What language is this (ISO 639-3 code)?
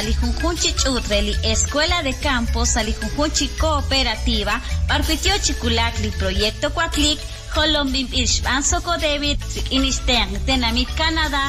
spa